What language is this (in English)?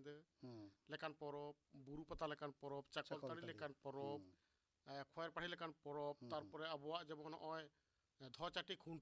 Santali